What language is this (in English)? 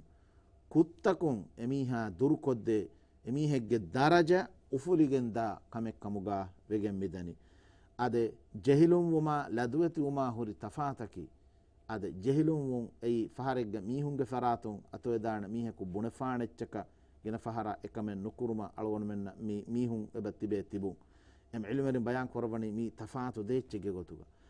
Divehi